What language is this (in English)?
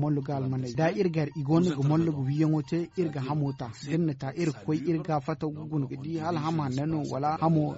Zarma